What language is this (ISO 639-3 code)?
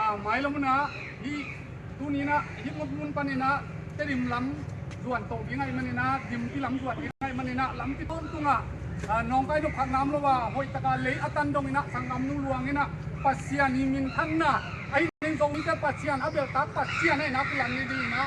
ctd